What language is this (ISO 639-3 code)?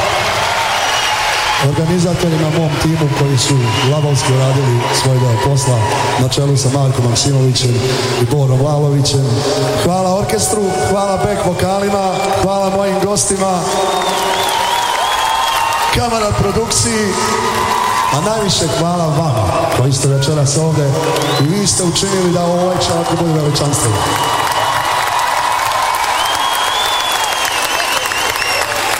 srp